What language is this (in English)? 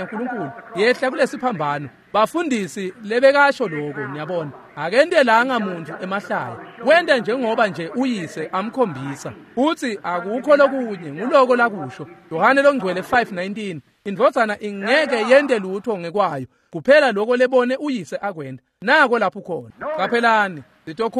Swati